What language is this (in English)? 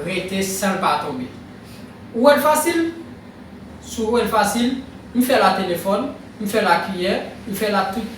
Haitian Creole